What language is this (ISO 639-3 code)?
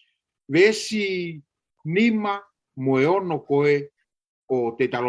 ton